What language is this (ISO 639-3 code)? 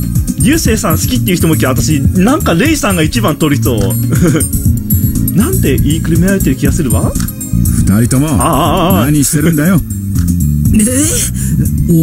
jpn